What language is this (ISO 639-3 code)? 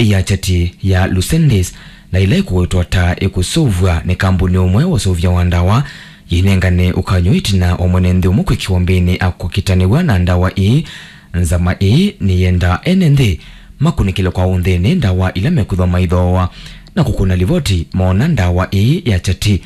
kam